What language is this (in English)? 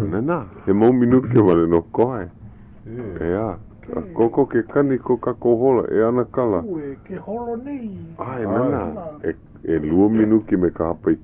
Hawaiian